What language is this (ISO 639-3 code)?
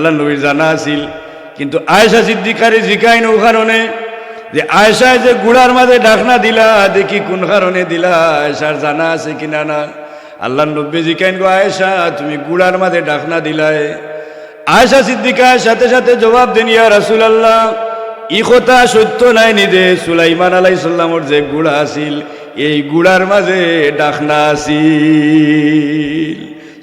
syl